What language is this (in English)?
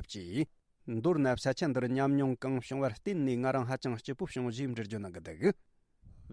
Tibetan